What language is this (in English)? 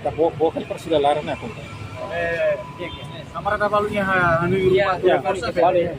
Tetum